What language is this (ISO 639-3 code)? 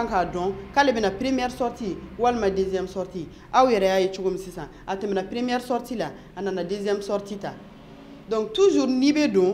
bam